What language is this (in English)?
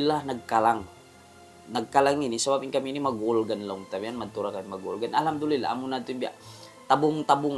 Tausug